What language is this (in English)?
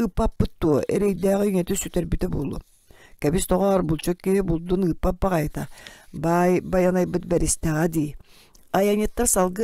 Yakut